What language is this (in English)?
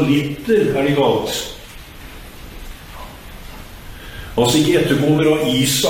Norwegian